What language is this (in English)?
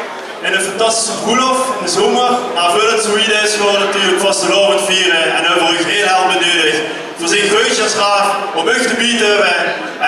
Limburgish